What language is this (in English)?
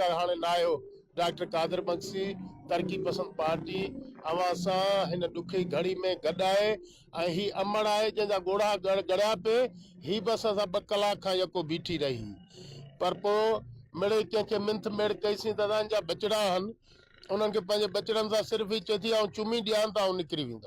Sindhi